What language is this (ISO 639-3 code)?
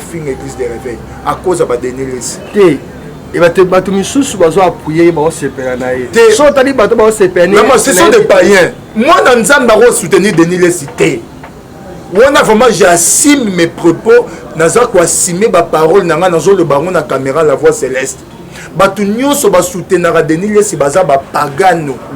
lin